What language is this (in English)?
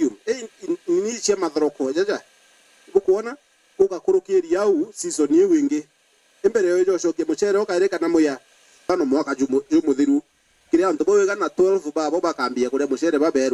Meru